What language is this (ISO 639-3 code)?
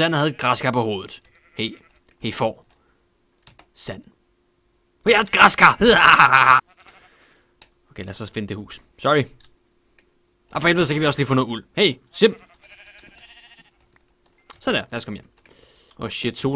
dan